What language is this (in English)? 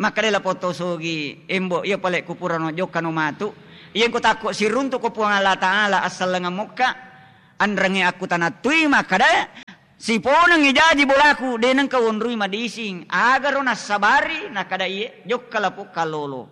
Buginese